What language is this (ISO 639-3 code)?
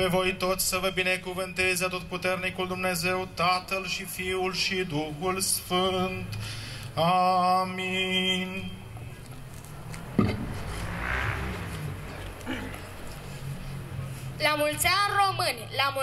ron